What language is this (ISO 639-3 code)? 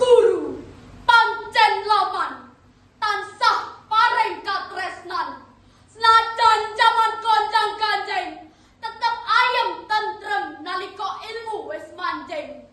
jav